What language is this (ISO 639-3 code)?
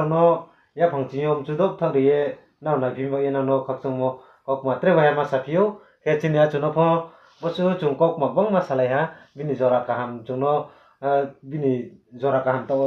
ria